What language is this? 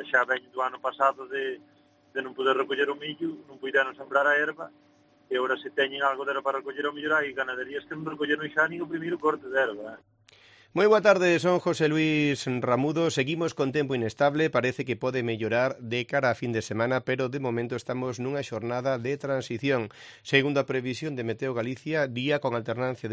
Galician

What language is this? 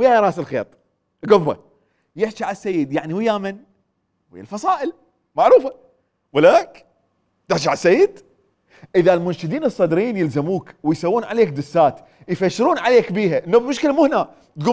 Mesopotamian Arabic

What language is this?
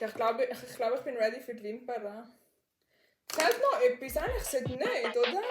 Swiss German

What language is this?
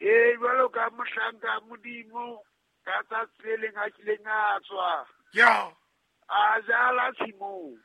Southern Sotho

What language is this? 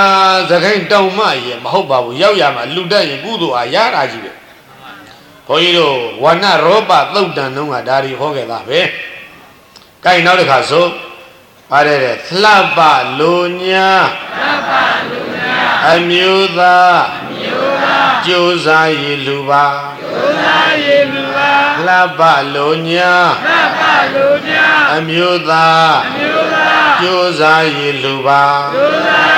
Burmese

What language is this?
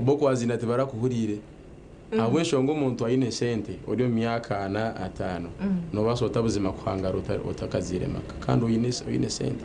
Nyankole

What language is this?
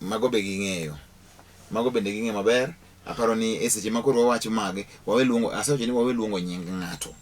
Luo (Kenya and Tanzania)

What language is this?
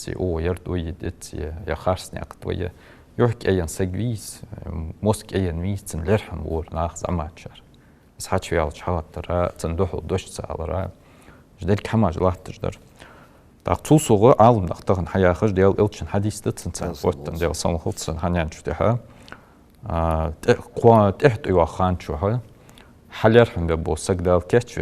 Ingush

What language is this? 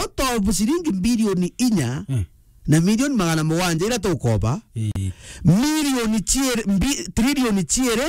Meru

